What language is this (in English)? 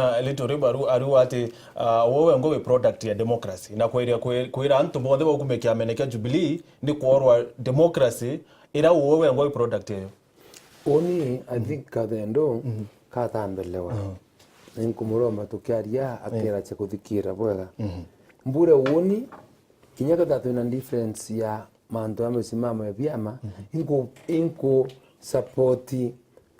Meru